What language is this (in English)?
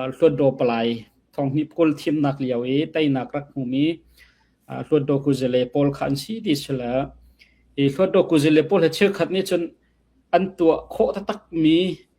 Hakha Chin